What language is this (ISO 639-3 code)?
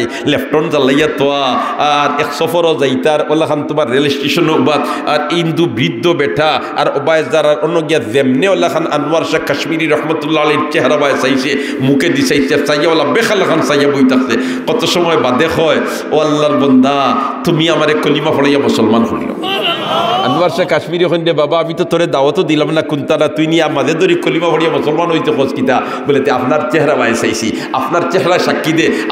syl